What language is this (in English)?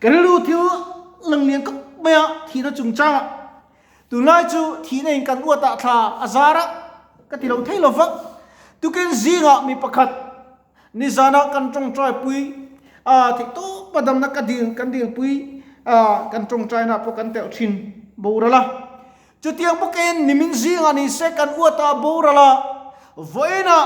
Mizo